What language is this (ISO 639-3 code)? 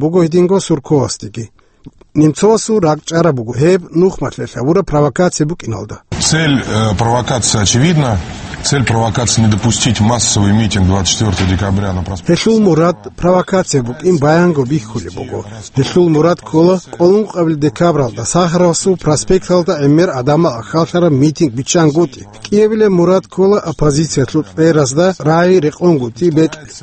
ava